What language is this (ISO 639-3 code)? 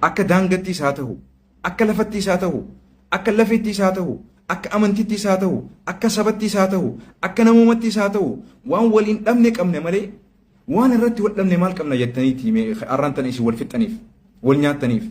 orm